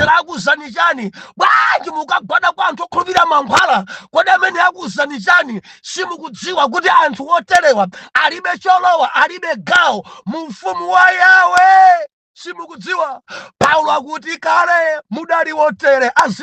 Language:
Nyanja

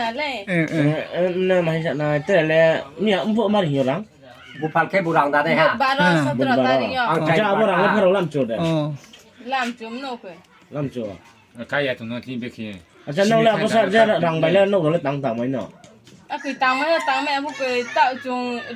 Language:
Riang (India)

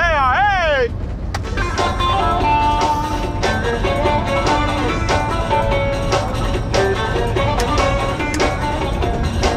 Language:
Turkish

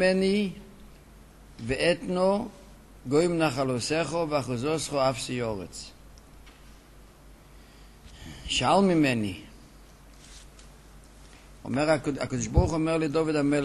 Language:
Hebrew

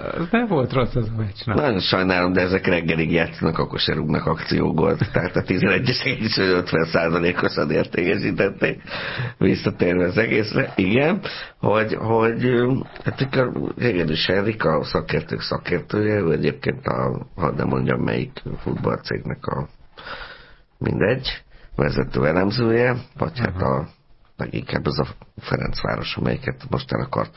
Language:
Hungarian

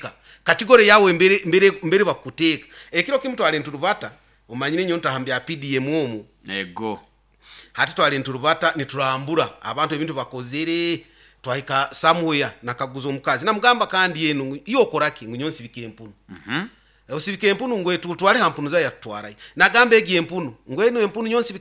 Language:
Nyoro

